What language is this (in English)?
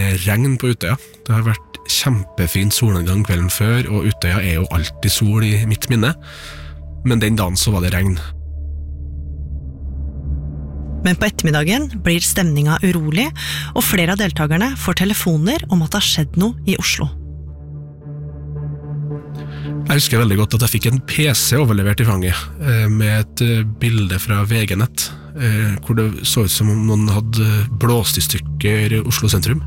Norwegian